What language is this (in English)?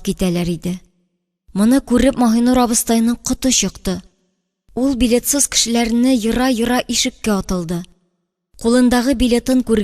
Tatar